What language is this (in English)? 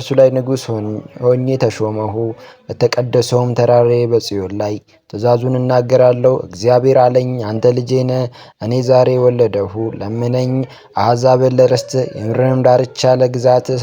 Amharic